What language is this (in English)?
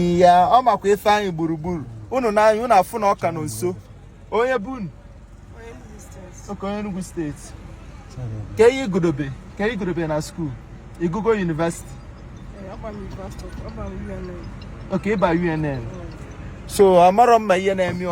Igbo